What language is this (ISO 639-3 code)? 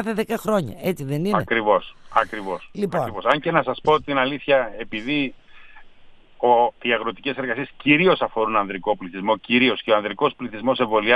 ell